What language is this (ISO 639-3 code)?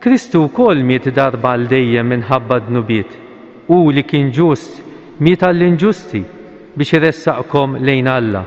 mlt